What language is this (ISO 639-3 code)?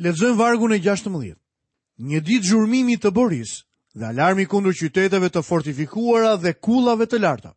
sqi